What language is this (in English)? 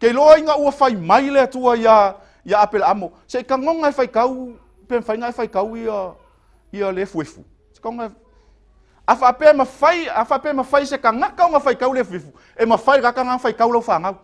Samoan